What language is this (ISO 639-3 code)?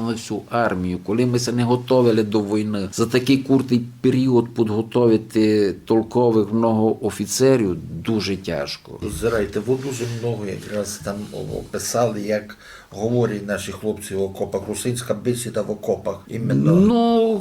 rue